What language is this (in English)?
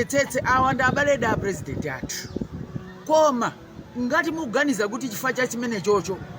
Nyanja